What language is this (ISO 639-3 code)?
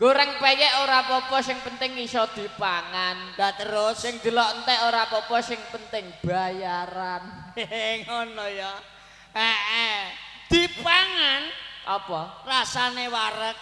jav